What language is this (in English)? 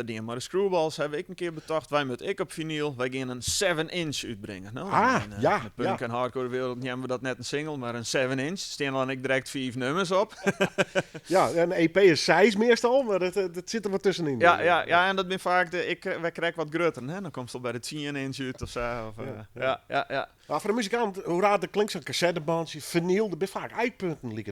Western Frisian